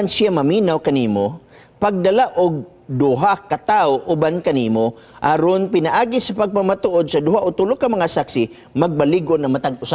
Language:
Cebuano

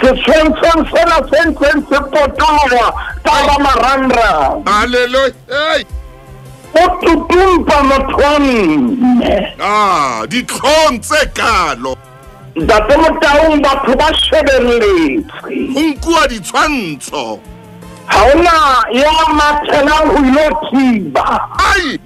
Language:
Southern Sotho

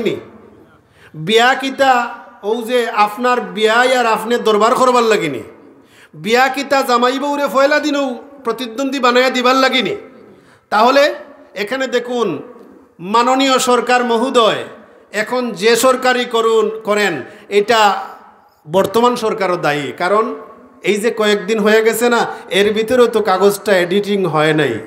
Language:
Sylheti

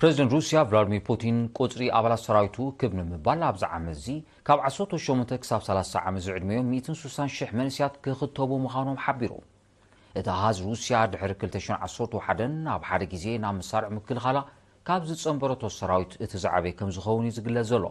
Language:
Tigrinya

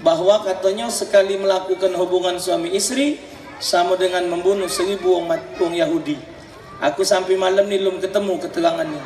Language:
Musi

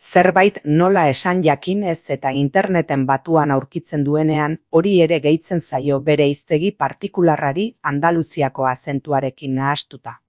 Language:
Basque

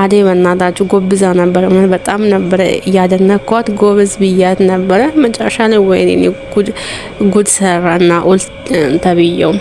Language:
Amharic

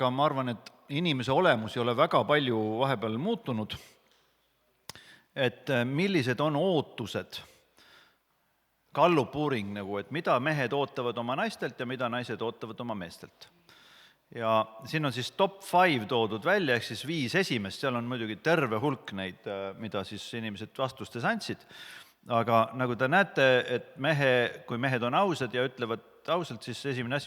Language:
Estonian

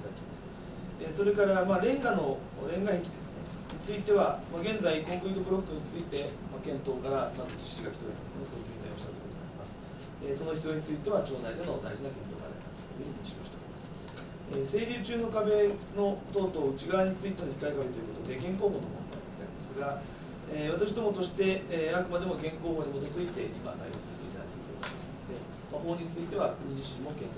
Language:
Japanese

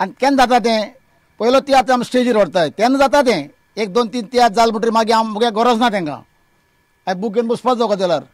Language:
Konkani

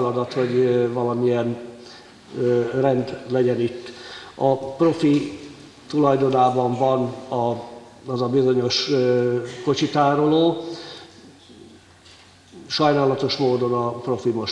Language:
Hungarian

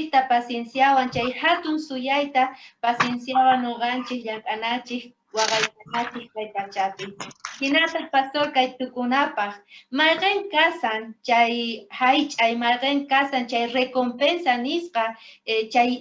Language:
South Bolivian Quechua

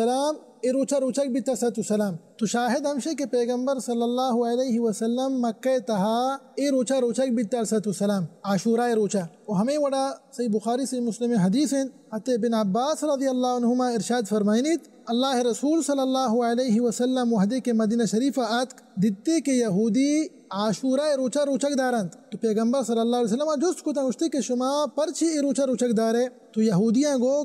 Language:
Baluchi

